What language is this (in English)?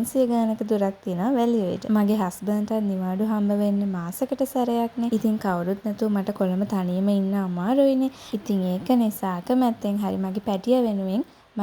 Sinhala